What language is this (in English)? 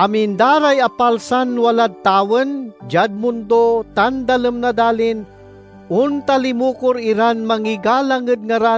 Pangasinan